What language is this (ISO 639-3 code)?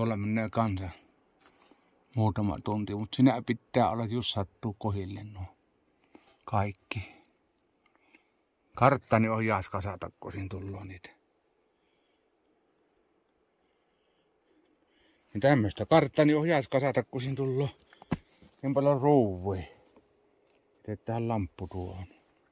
fin